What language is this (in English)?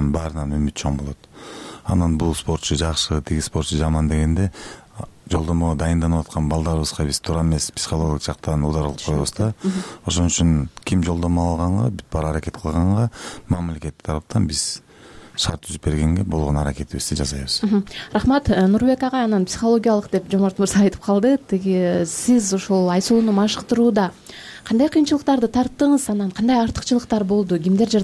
Kyrgyz